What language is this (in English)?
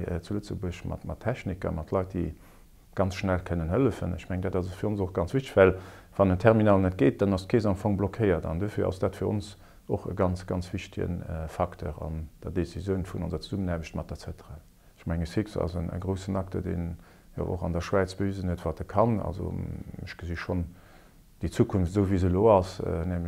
Luxembourgish